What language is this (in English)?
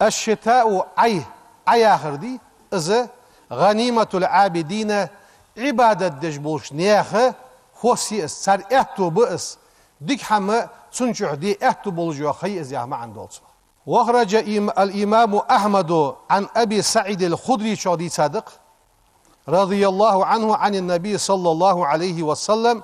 Ingush